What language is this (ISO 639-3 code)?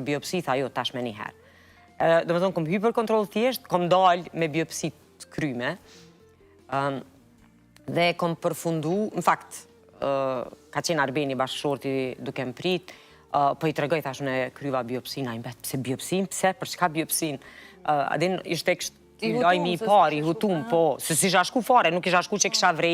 sqi